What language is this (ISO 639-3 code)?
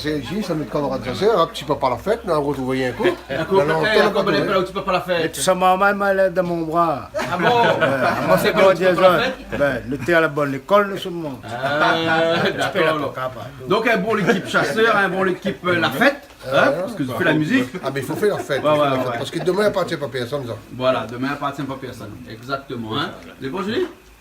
rcf